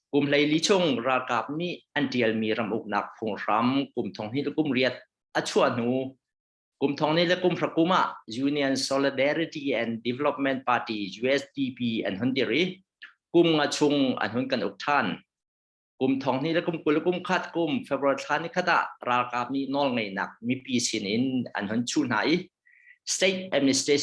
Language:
Hakha Chin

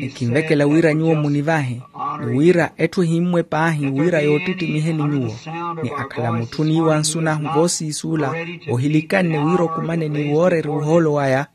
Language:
Makhuwa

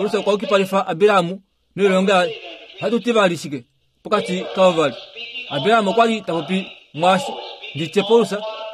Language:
Kuanyama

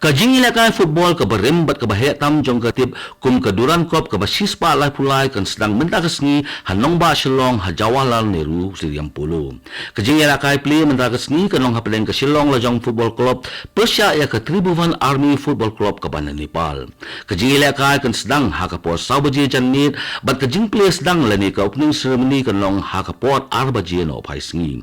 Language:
Khasi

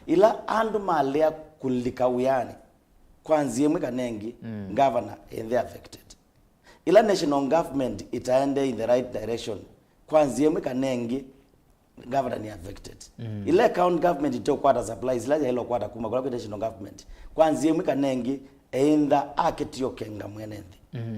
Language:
Kamba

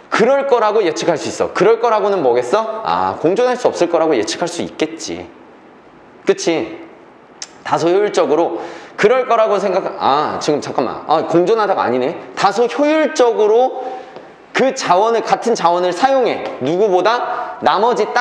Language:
Korean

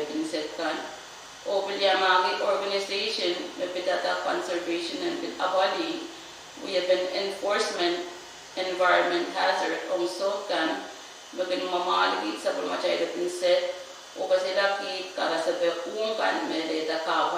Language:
Pohnpeian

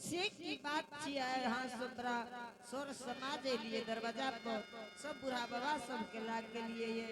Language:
Angika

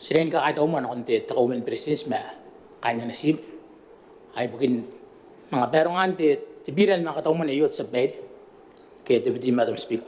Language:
Gilbertese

